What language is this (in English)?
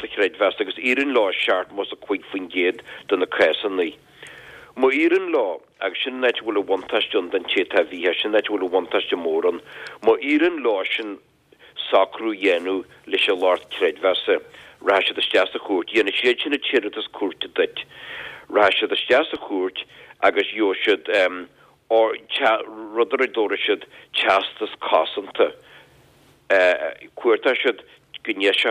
Irish